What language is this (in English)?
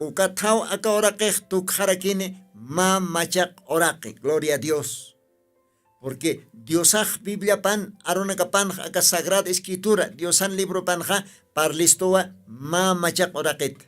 Aymara